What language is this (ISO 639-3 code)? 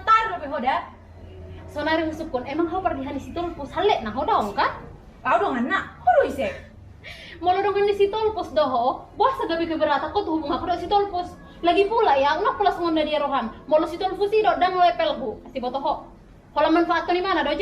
bbc